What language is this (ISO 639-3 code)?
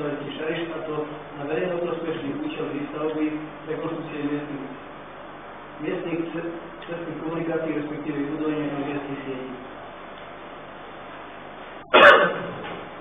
slk